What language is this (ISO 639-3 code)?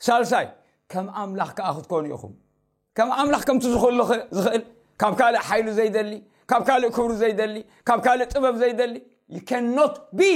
tir